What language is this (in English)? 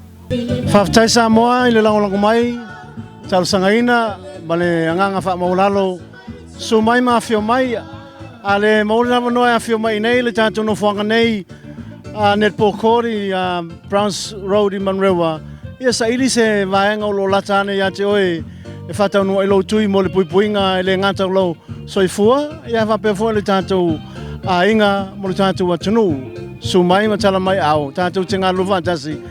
Samoan